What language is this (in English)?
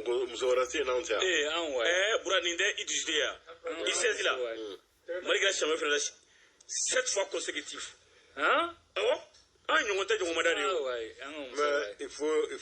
Bambara